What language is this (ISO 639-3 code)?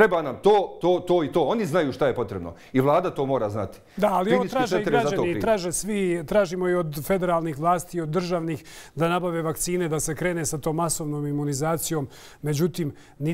bos